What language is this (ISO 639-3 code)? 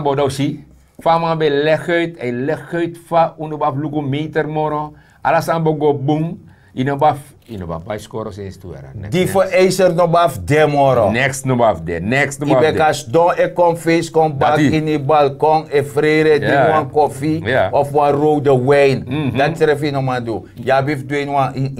srn